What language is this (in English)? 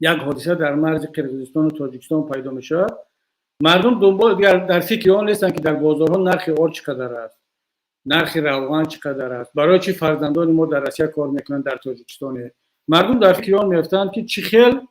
Tajik